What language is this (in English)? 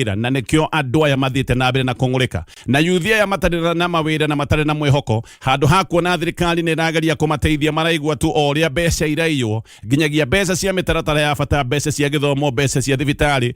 Kikuyu